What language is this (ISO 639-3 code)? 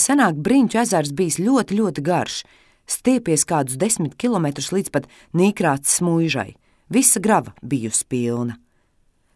lav